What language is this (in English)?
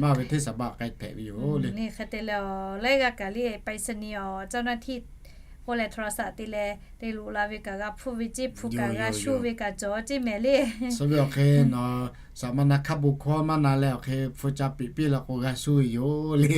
Lahu